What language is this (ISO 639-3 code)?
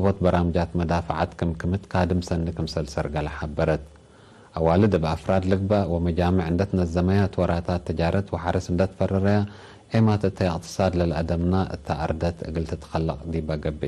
tig